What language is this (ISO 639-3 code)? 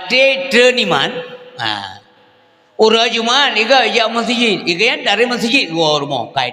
ace